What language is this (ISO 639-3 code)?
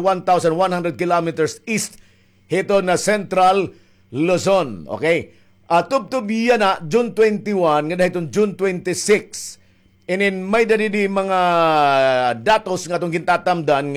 war